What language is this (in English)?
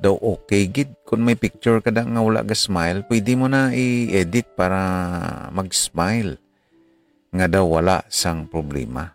Hiligaynon